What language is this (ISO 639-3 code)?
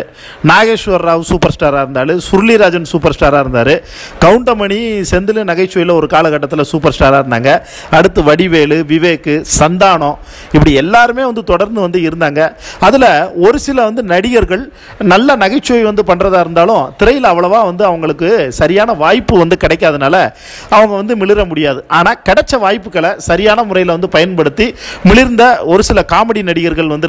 tam